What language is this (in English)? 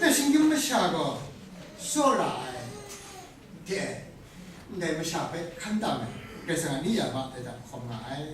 Kachin